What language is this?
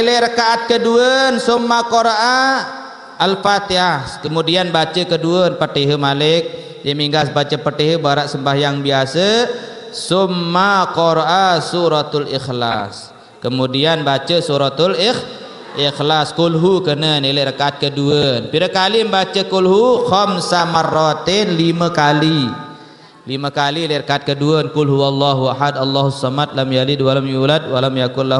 Sasak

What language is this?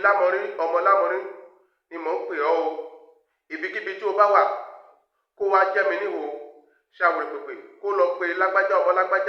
Yoruba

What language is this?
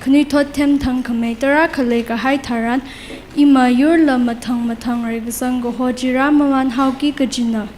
Tangkhul Naga (India)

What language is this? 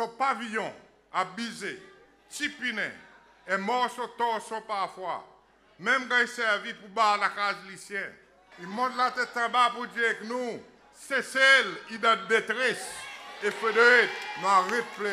Seselwa Creole French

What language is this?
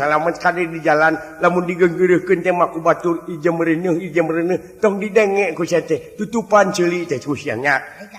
Sundanese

